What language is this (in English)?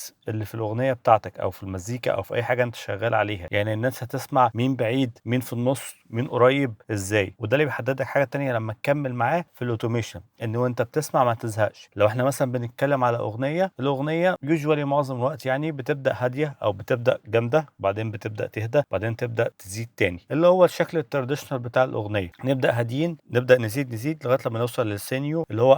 Egyptian Arabic